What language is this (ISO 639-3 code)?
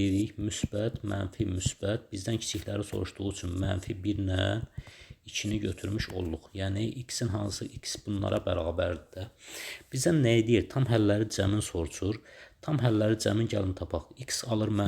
aze